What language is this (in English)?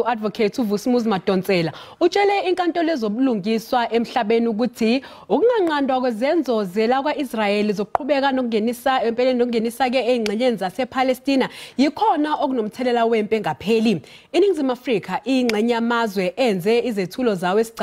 Zulu